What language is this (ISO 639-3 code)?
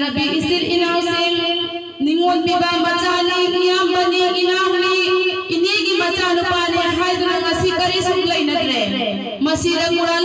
mni